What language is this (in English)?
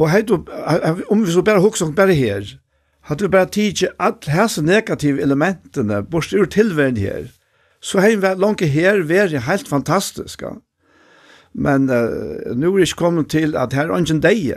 Faroese